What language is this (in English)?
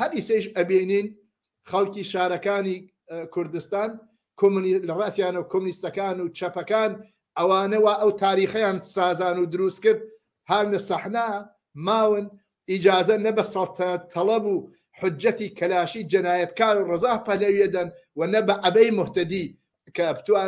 Central Kurdish